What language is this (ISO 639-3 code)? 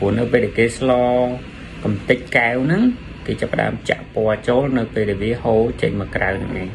khm